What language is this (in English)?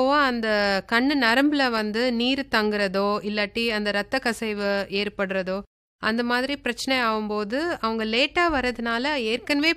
Tamil